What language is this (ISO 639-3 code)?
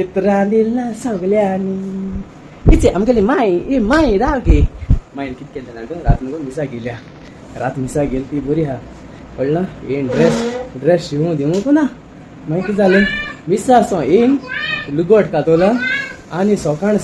kok